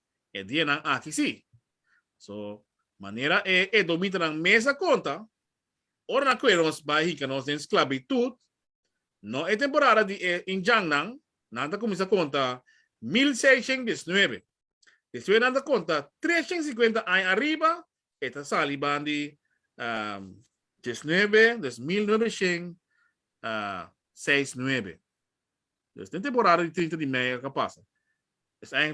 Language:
Papiamento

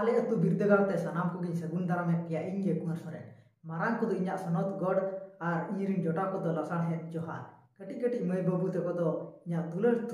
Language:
Santali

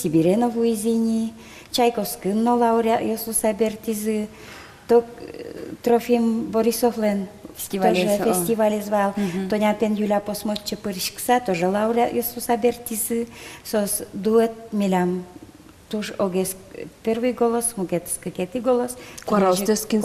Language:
Udmurt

